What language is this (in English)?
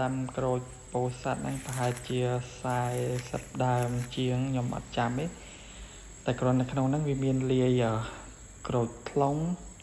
Khmer